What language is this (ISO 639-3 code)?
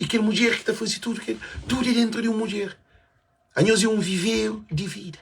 kea